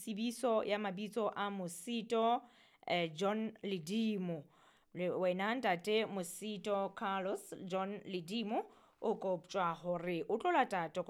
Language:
Southern Sotho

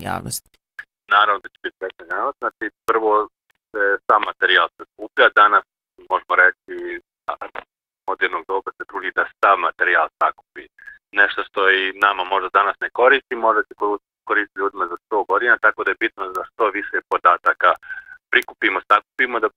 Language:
Bosnian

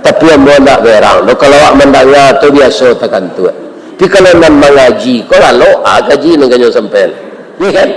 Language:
Minangkabau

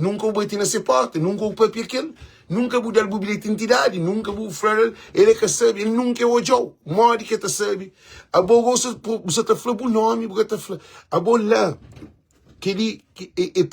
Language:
Kabuverdianu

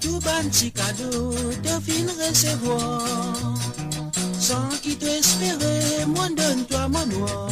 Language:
Morisyen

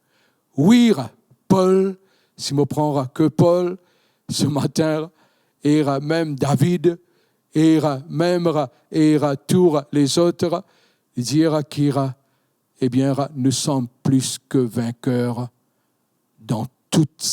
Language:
Morisyen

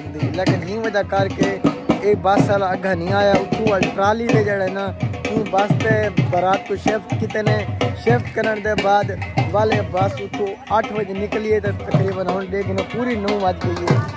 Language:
Saraiki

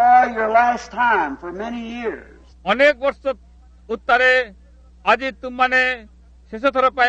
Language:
Odia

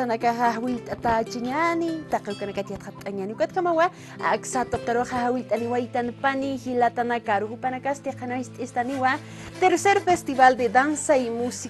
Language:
Aymara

